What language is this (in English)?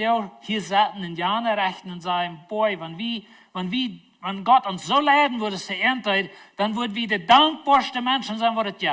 Plautdietsch